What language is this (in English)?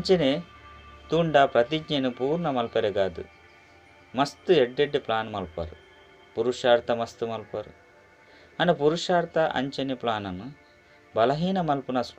Tulu